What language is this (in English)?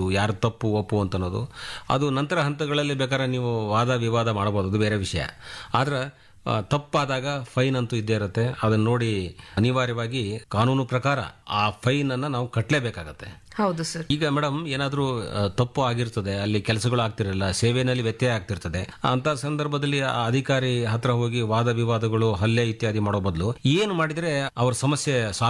Kannada